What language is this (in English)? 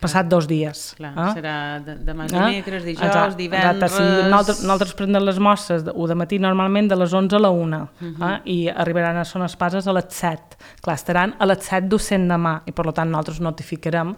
Catalan